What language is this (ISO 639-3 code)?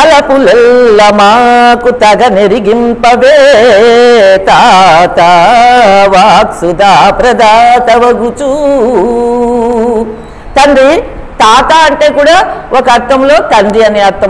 tel